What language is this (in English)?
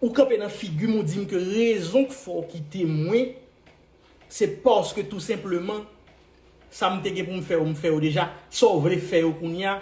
Haitian Creole